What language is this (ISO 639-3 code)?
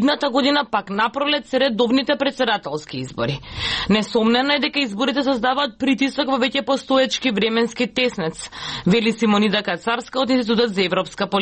mkd